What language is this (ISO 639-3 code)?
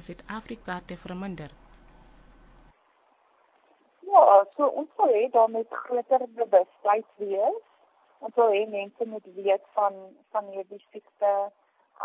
afr